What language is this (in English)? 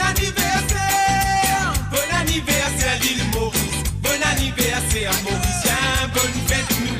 Morisyen